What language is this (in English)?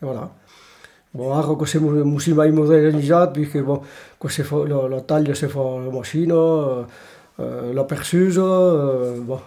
Occitan